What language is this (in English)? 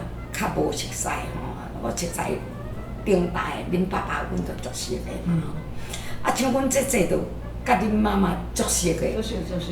Min Nan Chinese